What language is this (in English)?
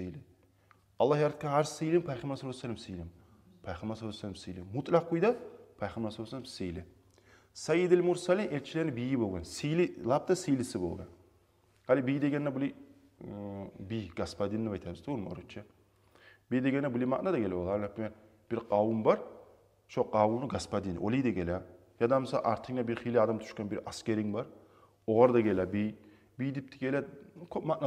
Kumyk